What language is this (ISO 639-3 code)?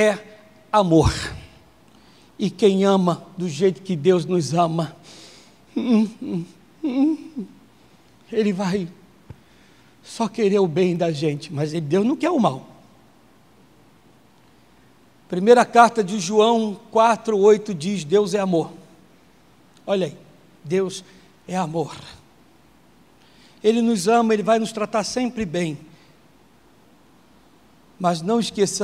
por